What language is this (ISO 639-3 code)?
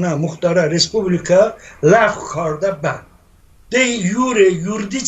tly